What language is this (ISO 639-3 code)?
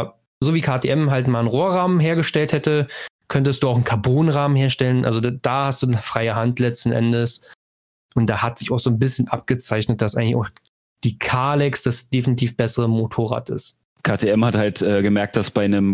deu